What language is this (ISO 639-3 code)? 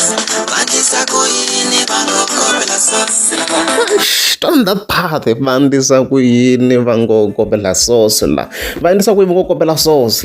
tso